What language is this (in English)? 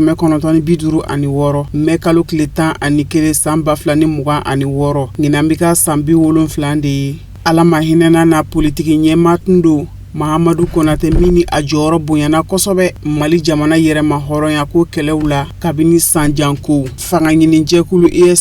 Bambara